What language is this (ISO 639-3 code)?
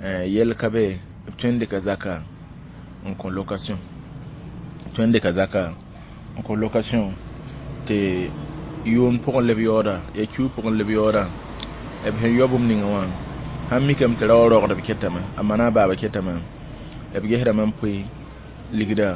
mos